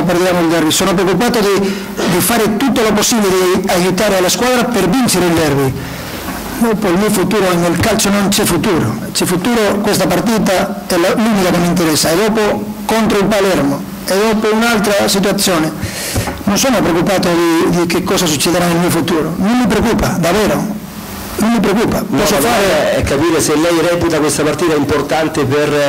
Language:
Italian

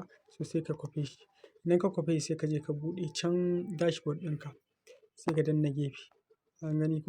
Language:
Hausa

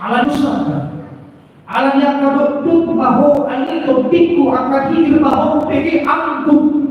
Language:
Batak Toba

